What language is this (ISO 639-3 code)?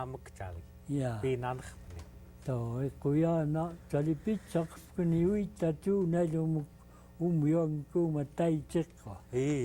esu